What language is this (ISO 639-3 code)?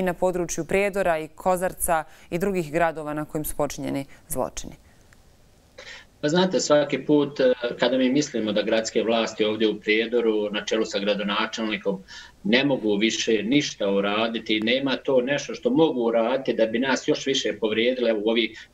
bos